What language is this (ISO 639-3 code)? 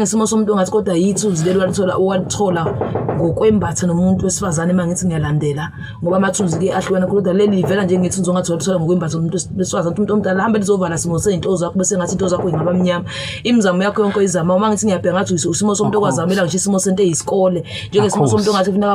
zul